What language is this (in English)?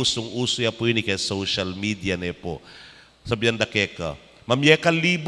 Pampanga